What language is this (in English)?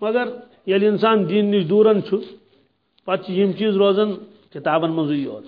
Kashmiri